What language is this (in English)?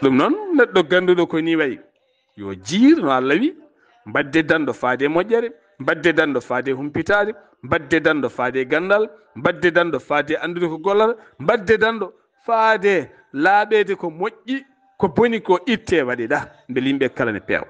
Fula